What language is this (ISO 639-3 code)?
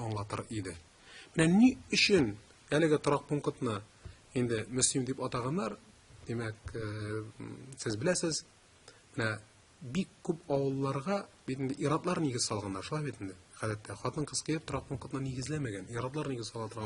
tat